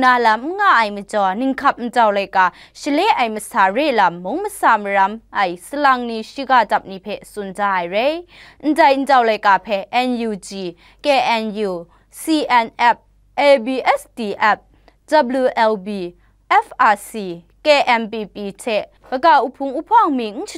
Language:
Kachin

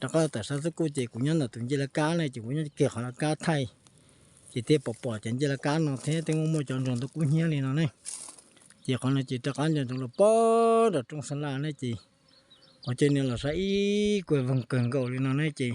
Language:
Hmong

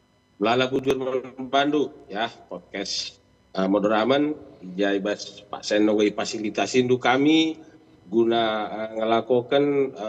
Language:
Batak Karo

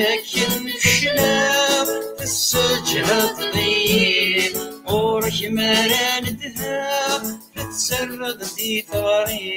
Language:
Kabyle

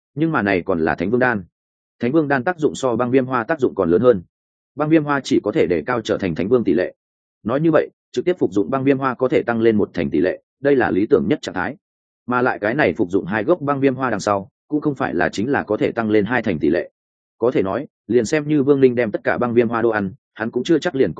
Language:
Vietnamese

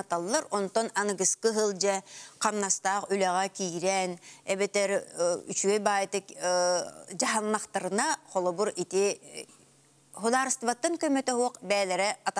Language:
Yakut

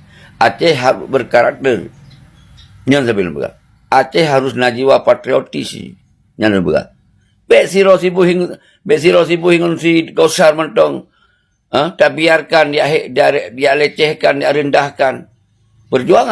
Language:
Achinese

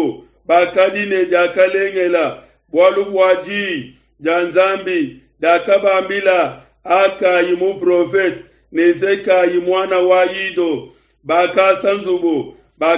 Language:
Luba-Lulua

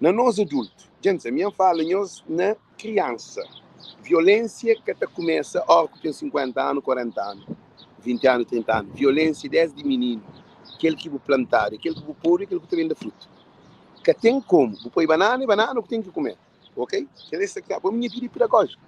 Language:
Kabuverdianu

